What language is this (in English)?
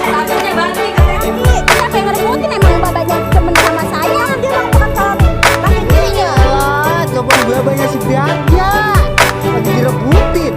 Betawi